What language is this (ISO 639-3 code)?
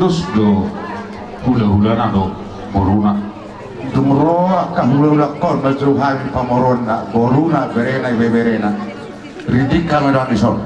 bbc